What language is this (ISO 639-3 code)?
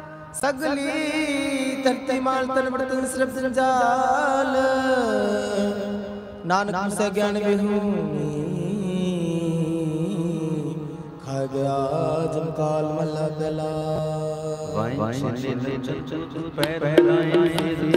pan